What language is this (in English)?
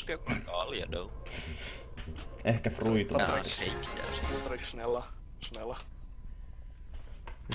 Swedish